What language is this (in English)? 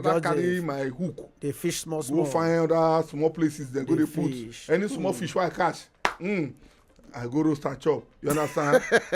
Nigerian Pidgin